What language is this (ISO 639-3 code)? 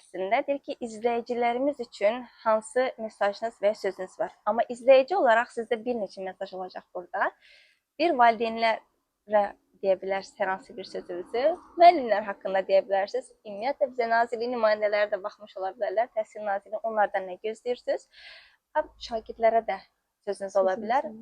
aze